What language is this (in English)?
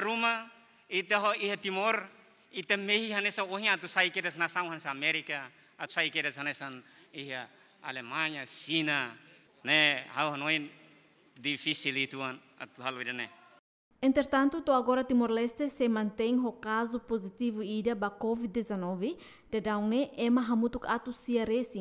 Tetum